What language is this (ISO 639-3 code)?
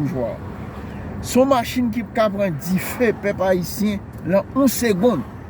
hat